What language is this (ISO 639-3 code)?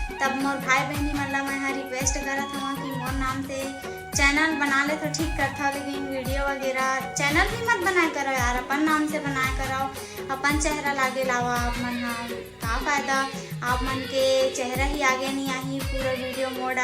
hne